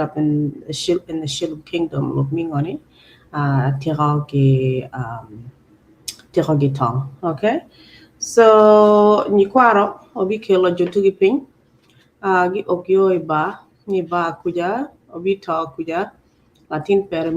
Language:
Acoli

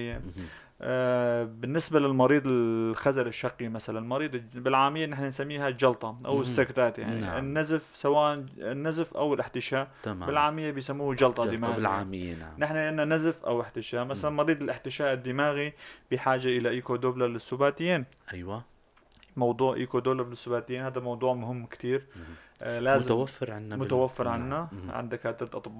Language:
North Levantine Arabic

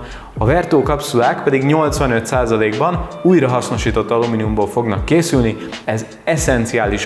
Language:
Hungarian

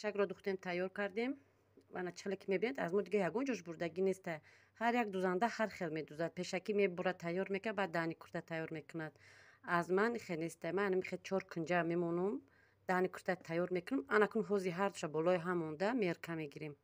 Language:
Tajik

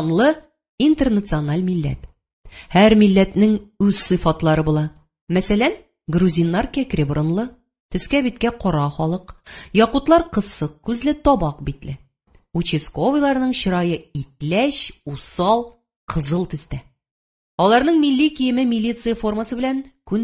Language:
Tatar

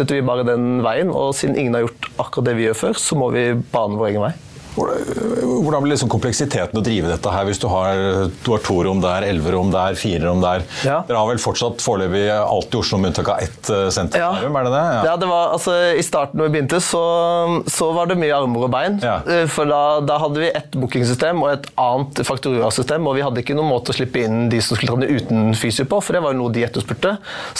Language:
Norwegian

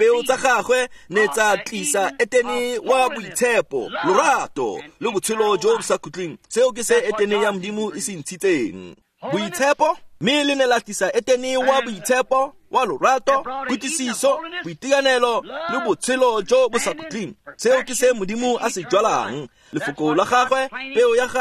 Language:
Tswana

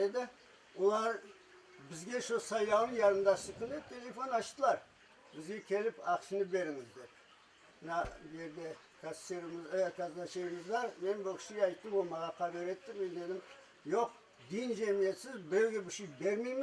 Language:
Crimean Tatar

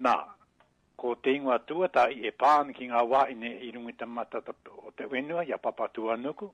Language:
Māori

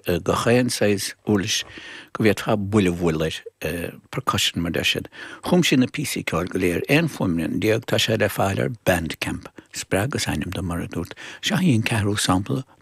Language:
Irish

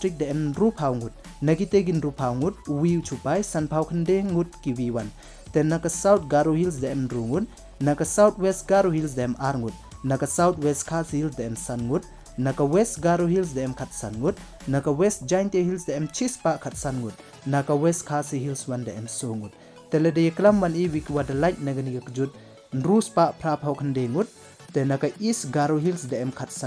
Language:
Pnar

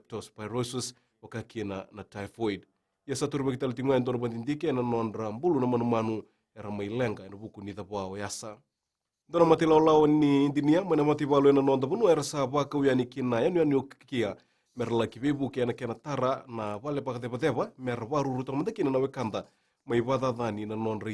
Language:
Fijian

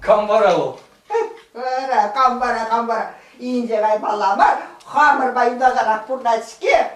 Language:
Chuvash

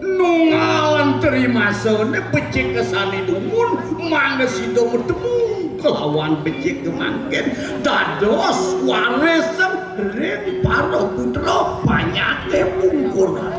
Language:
Balinese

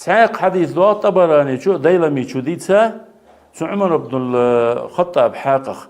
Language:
Ingush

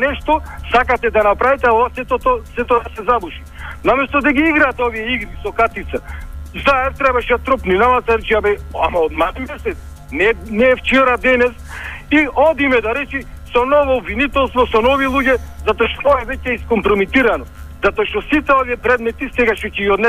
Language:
Macedonian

